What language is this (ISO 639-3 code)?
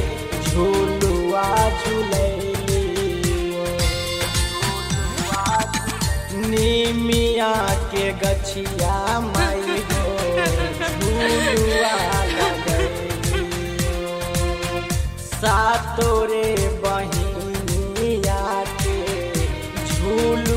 bho